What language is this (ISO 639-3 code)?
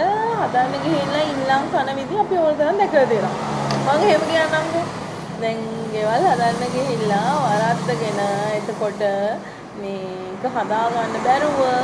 sin